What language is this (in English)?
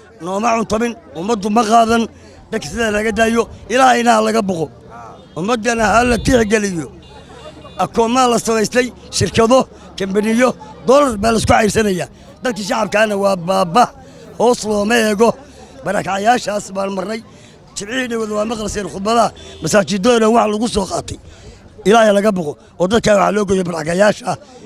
Somali